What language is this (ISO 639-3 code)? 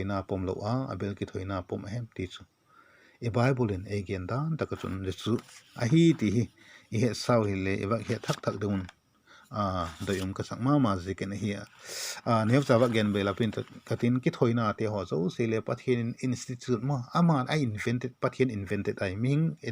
vap